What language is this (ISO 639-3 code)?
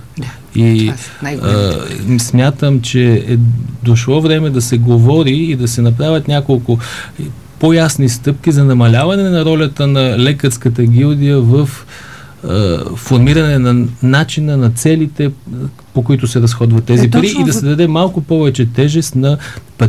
bul